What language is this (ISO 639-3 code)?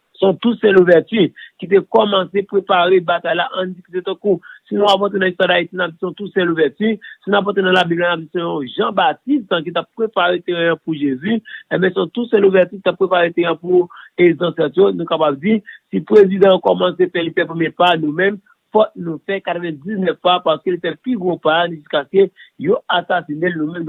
hat